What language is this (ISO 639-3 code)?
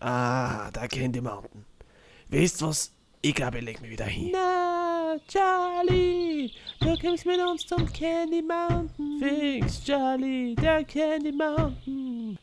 bar